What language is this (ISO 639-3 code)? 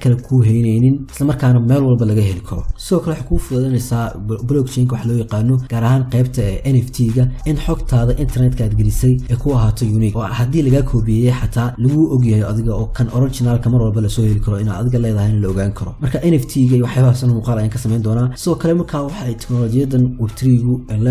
som